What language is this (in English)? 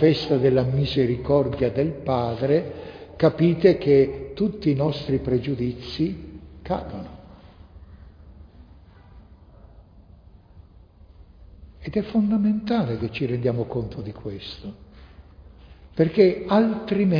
Italian